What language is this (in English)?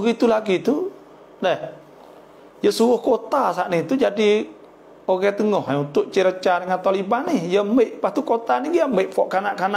Malay